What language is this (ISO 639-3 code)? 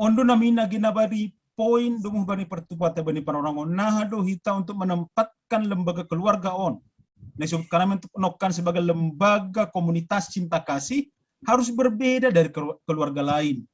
bts